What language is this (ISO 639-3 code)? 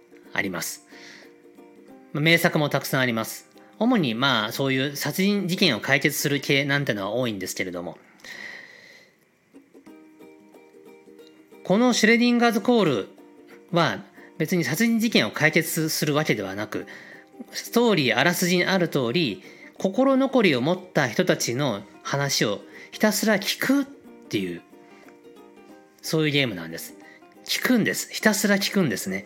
jpn